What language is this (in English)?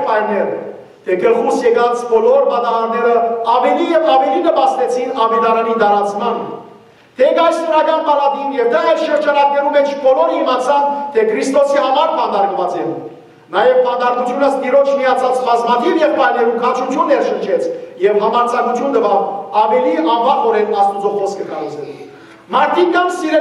Western Armenian